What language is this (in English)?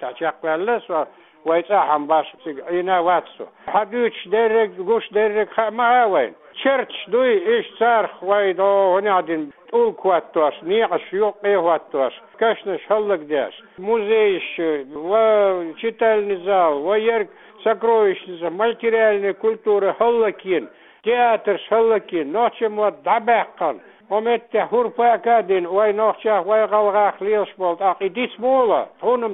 Chechen